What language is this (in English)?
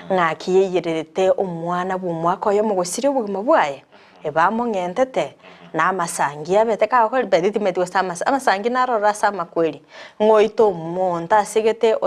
Gusii